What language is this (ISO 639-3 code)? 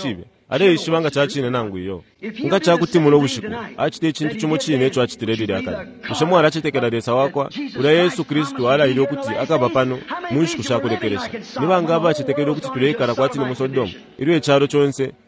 bem